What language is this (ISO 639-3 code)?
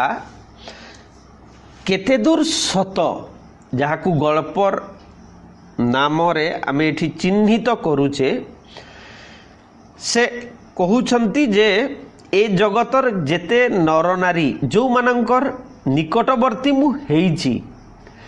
ori